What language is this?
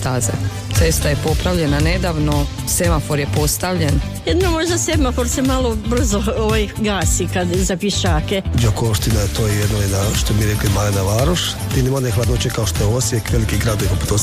Croatian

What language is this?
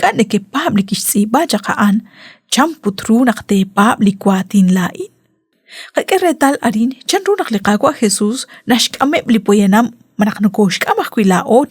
Kekchí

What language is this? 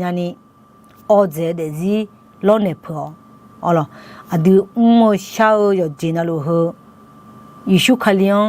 Akha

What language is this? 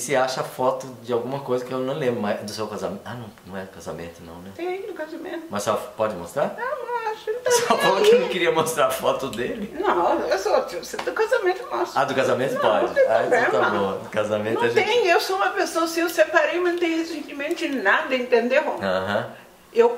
Portuguese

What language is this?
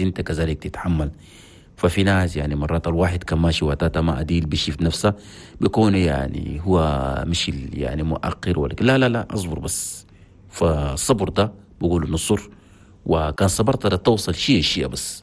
Chadian Arabic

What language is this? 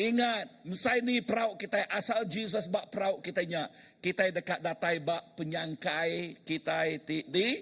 Iban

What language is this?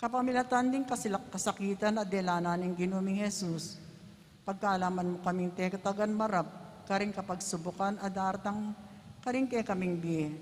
Pampanga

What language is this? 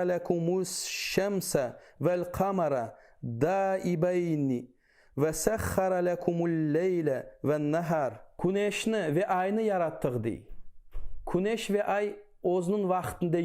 Crimean Tatar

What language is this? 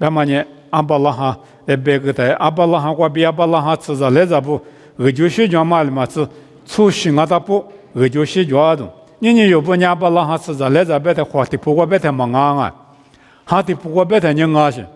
Lisu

